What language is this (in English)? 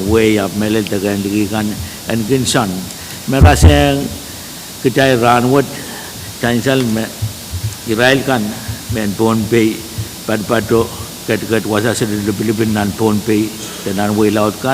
Pohnpeian